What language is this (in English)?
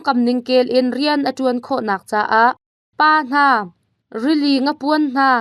Hakha Chin